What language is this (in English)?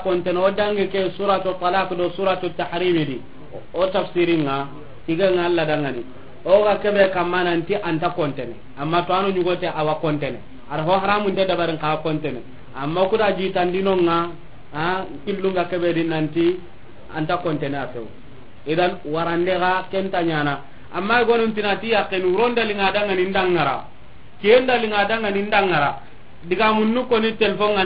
Soninke